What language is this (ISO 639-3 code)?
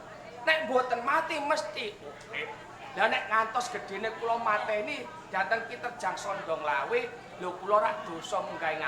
jav